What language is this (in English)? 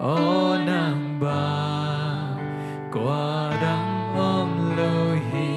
Tedim Chin